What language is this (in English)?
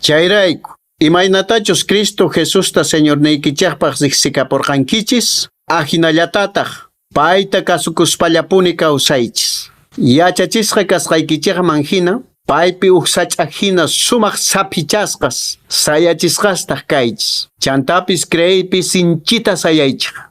Quechua